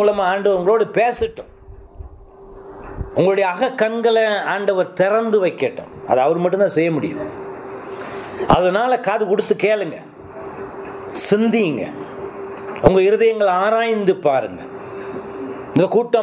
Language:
Tamil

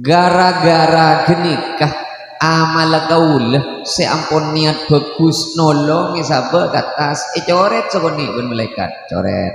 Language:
Madurese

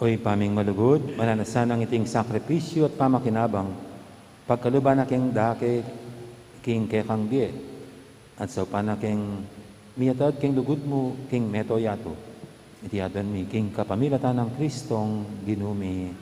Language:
Pampanga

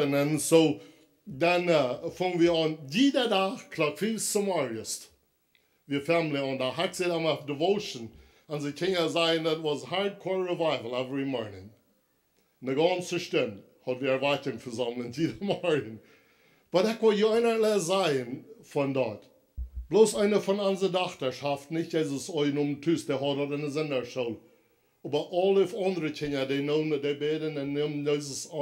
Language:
Plautdietsch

